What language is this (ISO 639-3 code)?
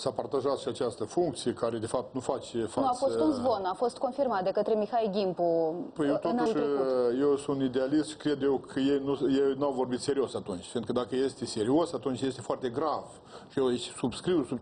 ron